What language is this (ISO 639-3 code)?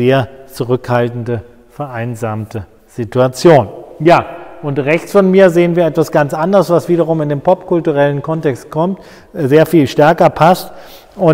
deu